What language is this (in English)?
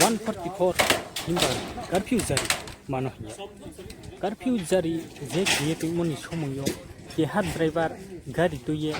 Riang (India)